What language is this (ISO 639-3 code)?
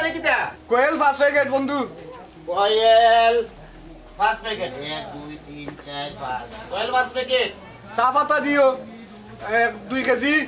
syl